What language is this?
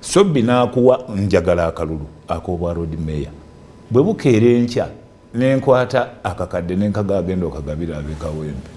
Ganda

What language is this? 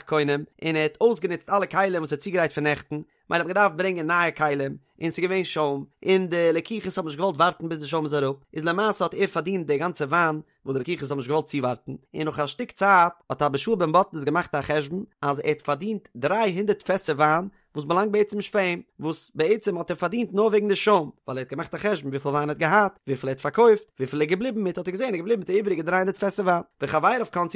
Yiddish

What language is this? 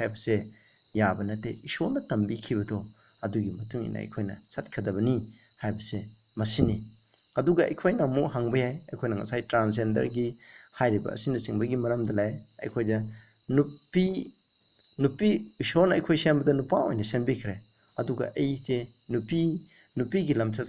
Manipuri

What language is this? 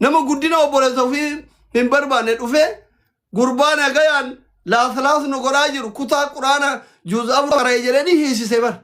Oromo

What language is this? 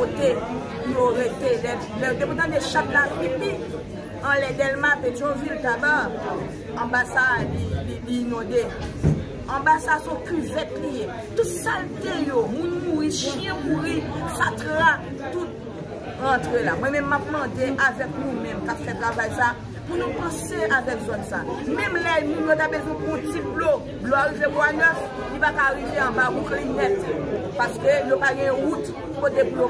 Haitian Creole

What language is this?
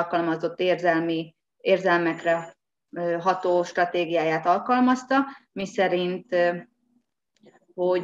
Hungarian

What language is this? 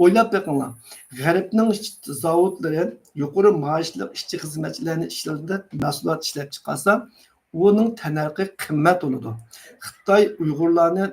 Uyghur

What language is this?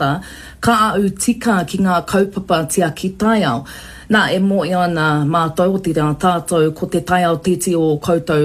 Māori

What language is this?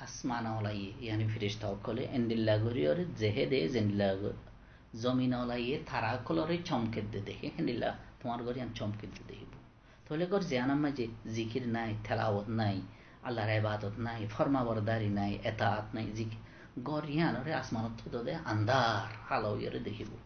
Rohingya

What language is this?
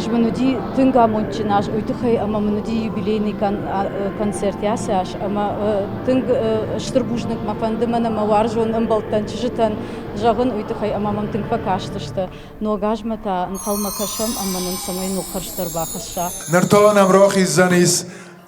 Ossetic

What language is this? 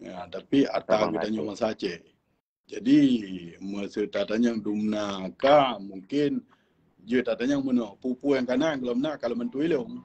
Achinese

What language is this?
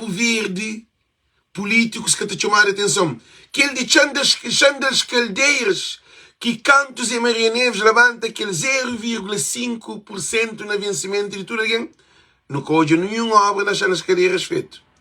Kabuverdianu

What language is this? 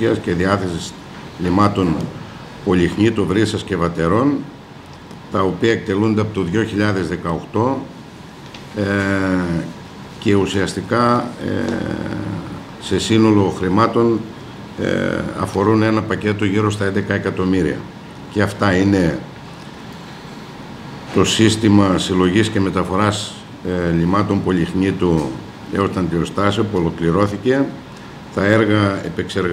Greek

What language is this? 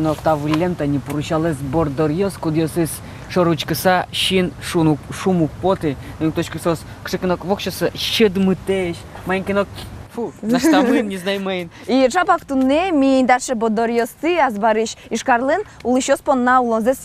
Udmurt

